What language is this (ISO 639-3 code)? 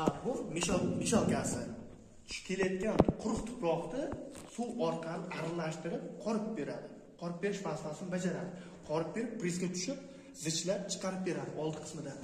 uzb